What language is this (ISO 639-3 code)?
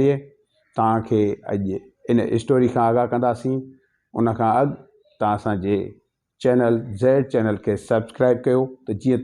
snd